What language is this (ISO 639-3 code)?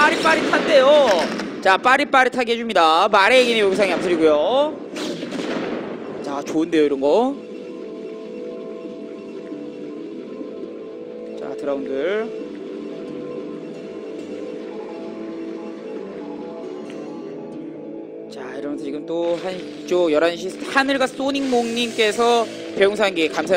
kor